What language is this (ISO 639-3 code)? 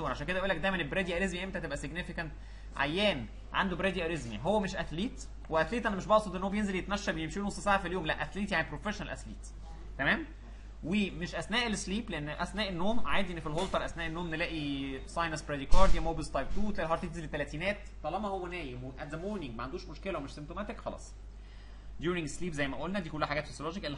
arz